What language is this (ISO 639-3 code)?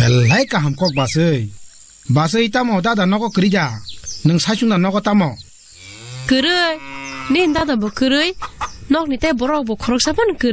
trp